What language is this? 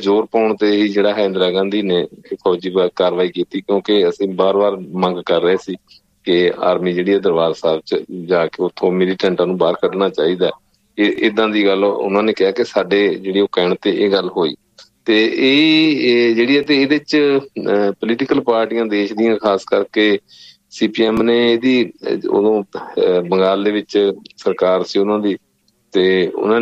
Punjabi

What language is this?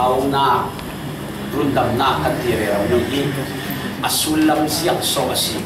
Falam Chin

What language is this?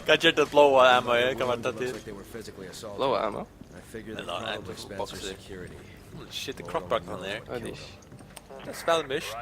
Faroese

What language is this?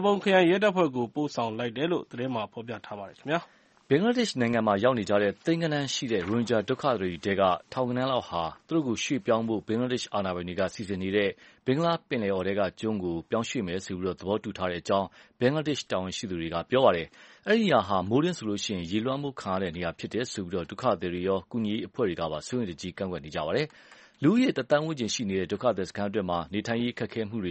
Burmese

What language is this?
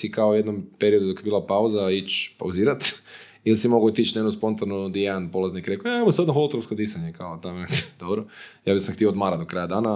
Croatian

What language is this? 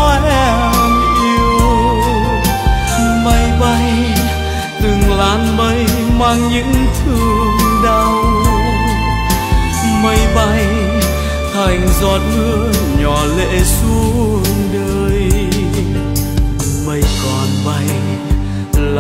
Vietnamese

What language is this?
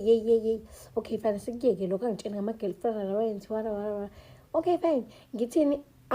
Zulu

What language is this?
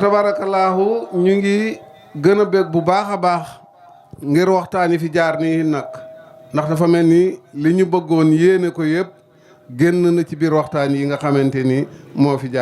Wolof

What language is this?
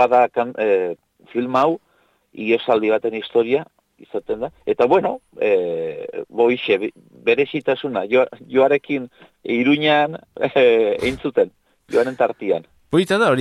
Basque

